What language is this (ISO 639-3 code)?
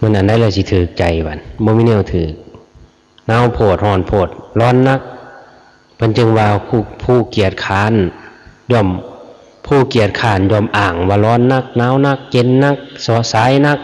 lao